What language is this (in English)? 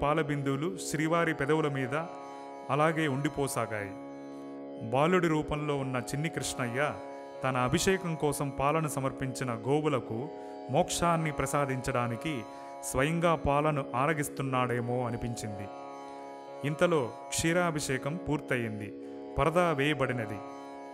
Telugu